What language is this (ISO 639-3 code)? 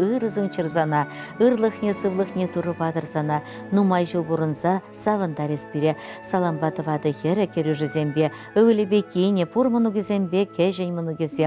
chv